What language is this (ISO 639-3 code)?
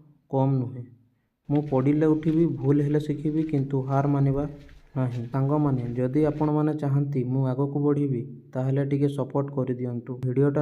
ori